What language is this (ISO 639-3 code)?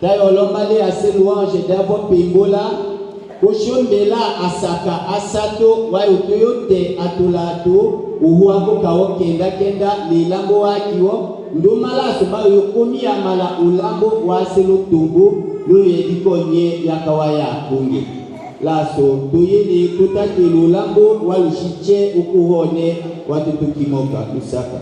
tll